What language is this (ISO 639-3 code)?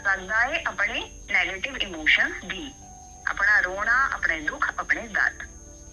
pan